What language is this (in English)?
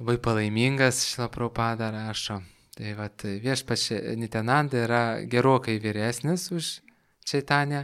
Lithuanian